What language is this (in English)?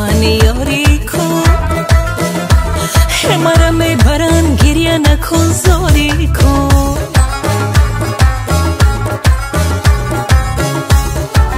Persian